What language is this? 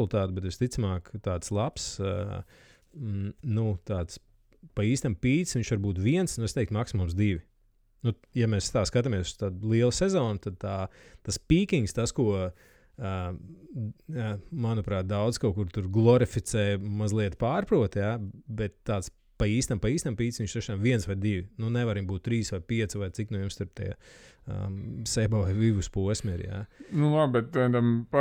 Latvian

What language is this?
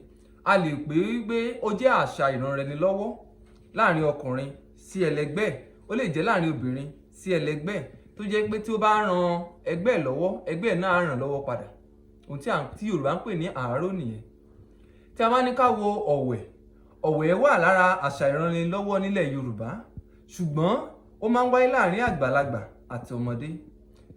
Yoruba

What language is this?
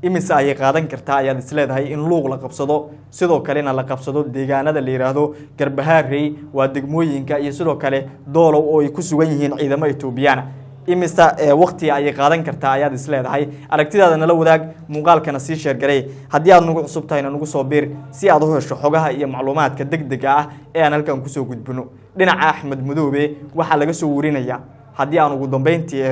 Somali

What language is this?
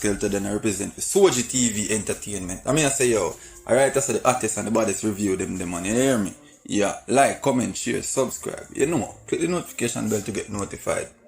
Jamaican Creole English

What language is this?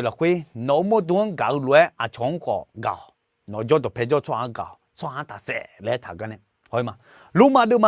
Akha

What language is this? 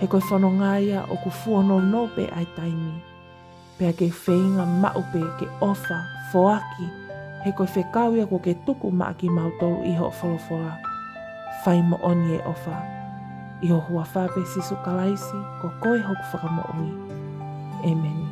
Tongan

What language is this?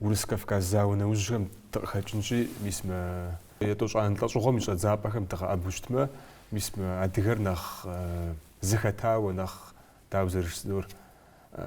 Kabardian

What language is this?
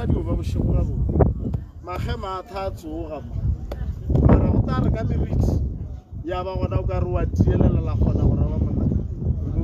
Northern Sotho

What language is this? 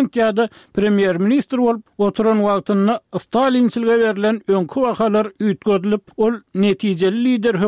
Turkmen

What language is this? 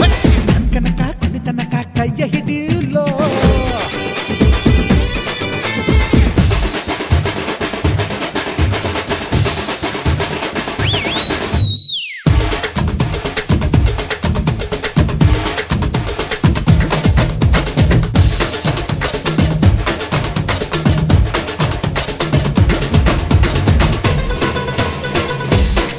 Kannada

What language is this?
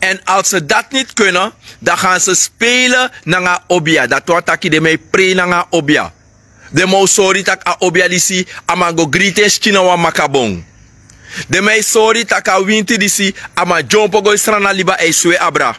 Sranan Tongo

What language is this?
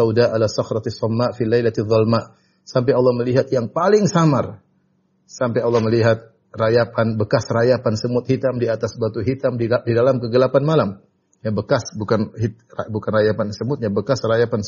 Indonesian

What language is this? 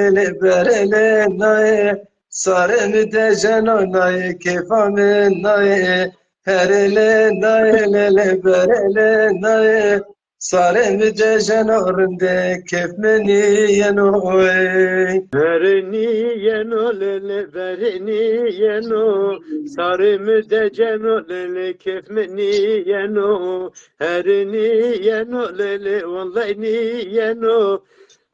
Zaza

